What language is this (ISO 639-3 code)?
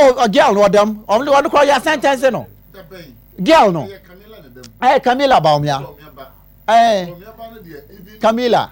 aka